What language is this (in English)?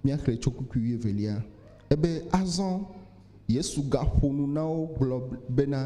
Ewe